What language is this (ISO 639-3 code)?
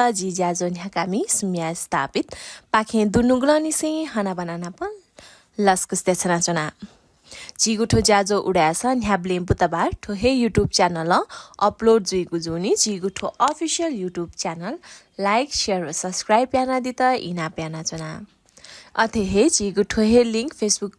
new